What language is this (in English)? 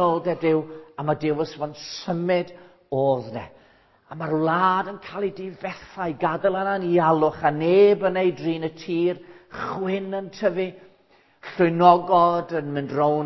Welsh